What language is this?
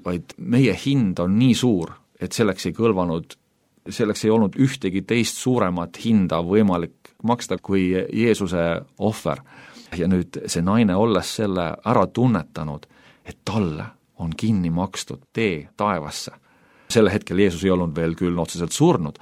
Estonian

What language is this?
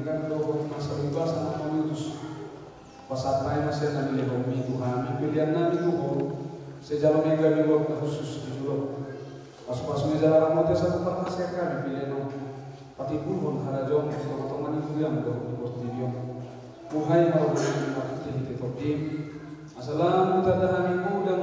Batak Toba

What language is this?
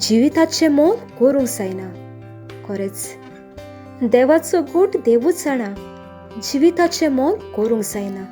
Konkani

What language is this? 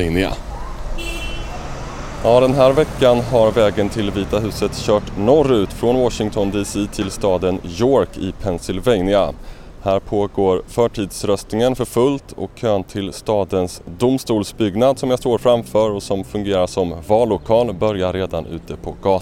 Swedish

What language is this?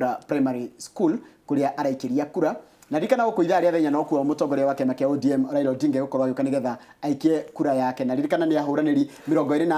Kikuyu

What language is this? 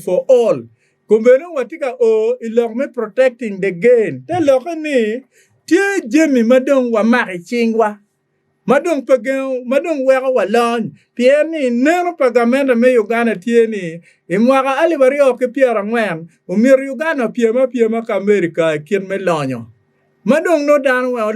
Acoli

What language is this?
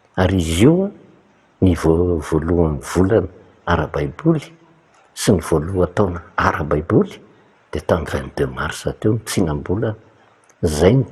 Malagasy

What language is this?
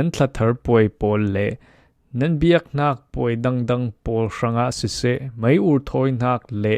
Falam Chin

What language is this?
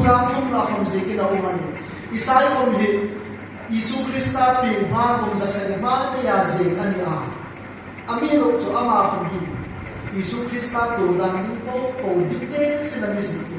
Hmar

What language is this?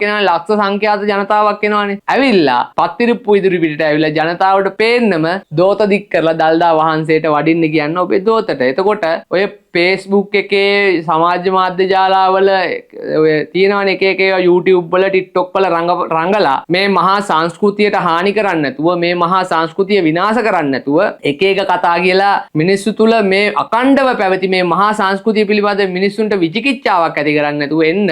Sinhala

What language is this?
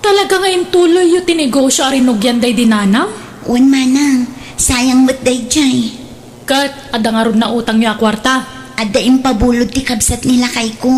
Iloko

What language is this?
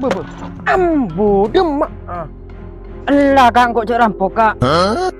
Madurese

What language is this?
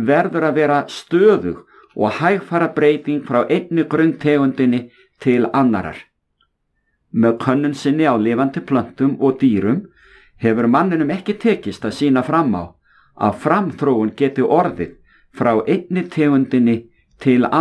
Icelandic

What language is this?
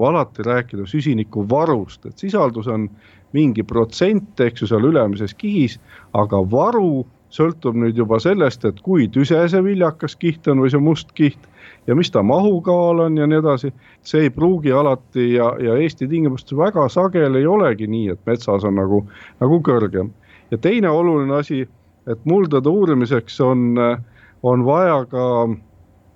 Estonian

